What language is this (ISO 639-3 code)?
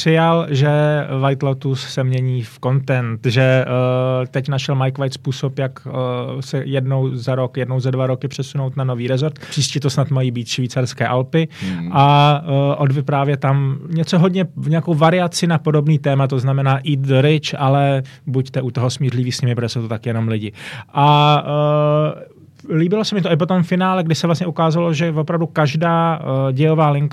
ces